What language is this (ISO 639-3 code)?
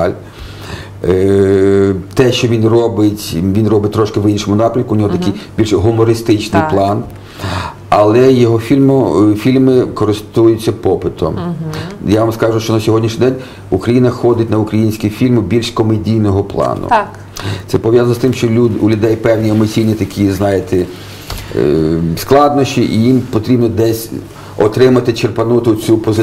ukr